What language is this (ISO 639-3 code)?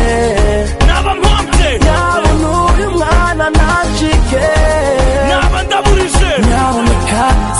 kin